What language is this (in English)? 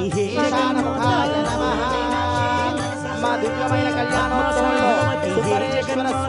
Telugu